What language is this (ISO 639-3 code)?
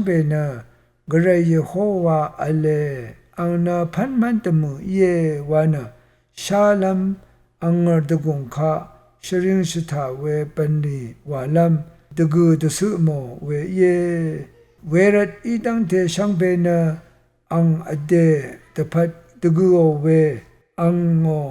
raw